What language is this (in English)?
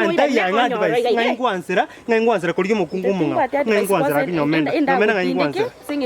Gusii